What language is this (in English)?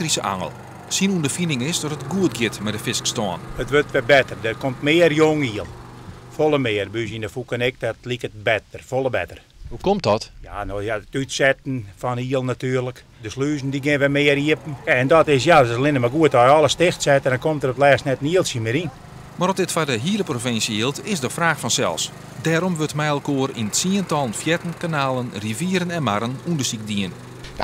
Western Frisian